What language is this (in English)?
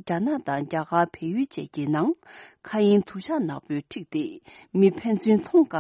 Tibetan